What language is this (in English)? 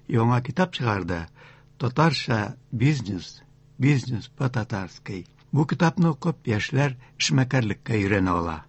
Tatar